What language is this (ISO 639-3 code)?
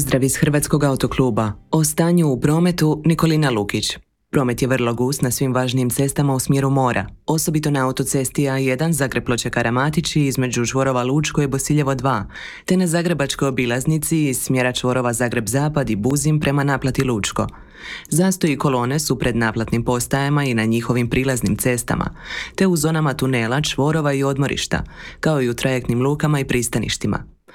hrv